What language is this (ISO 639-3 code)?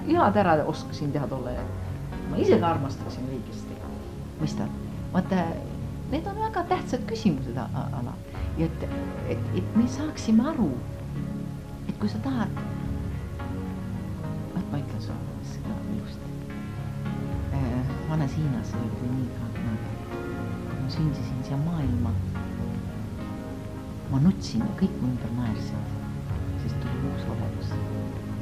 est